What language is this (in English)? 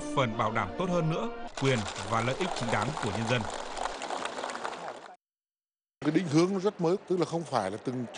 Vietnamese